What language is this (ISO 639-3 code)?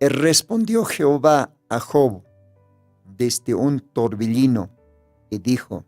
aym